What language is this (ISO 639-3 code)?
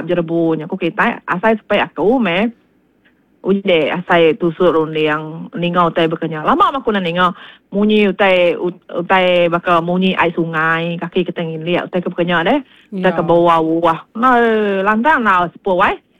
iba